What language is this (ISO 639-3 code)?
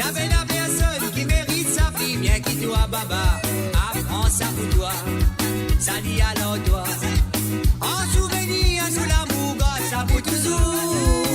mfe